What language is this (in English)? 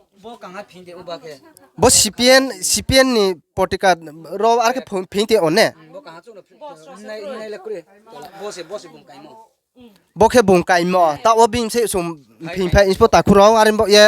Riang (India)